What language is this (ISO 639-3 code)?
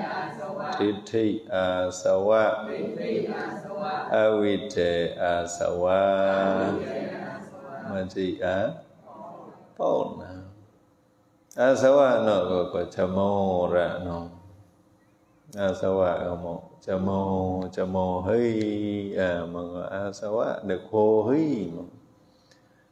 vie